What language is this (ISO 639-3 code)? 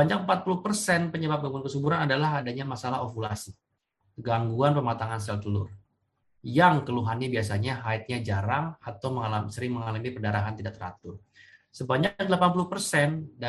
ind